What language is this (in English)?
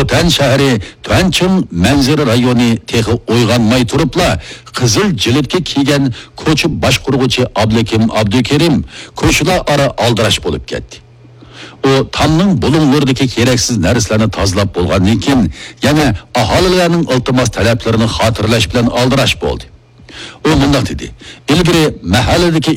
Uyghur